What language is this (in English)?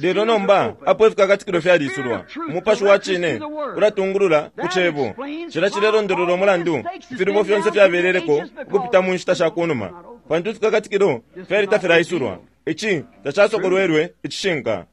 Bemba